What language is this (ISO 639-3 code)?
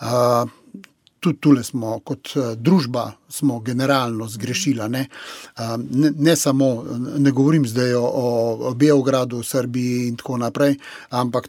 slv